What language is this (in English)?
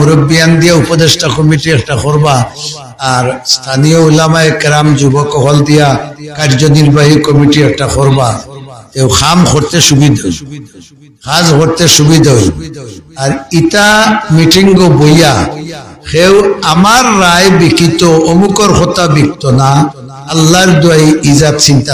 Sylheti